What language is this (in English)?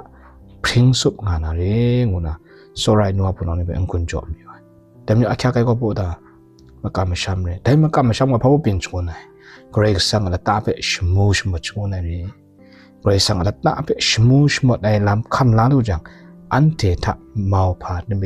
Kachin